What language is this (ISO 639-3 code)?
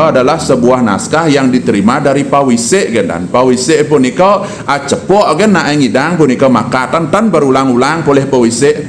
ban